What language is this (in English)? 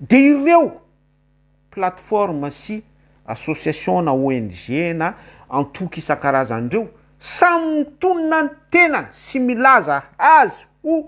Malagasy